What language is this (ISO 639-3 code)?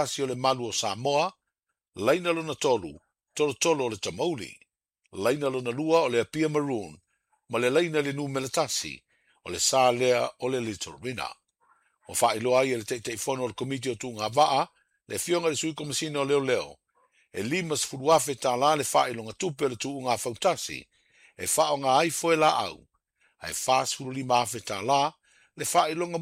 smo